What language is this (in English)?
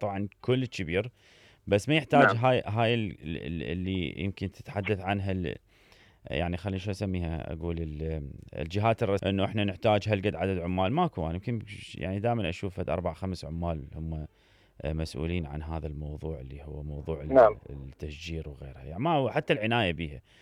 Mesopotamian Arabic